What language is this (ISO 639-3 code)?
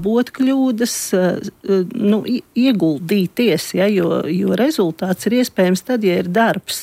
lav